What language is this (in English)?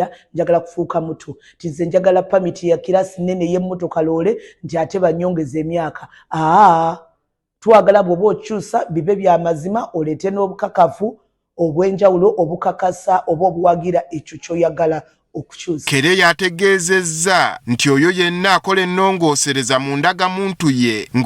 Ganda